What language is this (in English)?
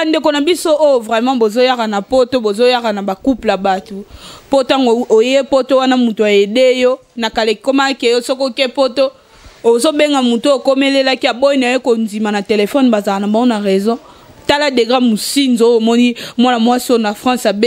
Lingala